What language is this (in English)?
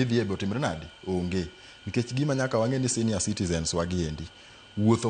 Luo (Kenya and Tanzania)